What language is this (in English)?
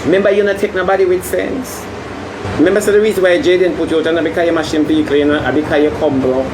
Jamaican Creole English